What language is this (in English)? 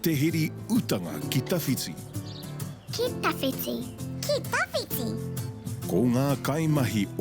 Māori